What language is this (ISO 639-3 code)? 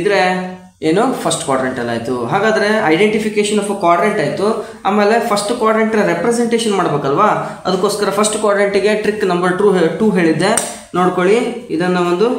kan